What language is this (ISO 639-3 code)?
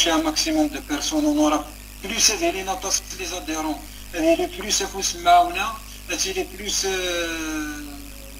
kab